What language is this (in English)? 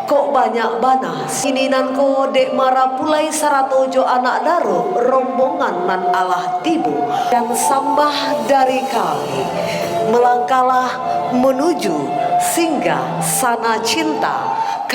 Minangkabau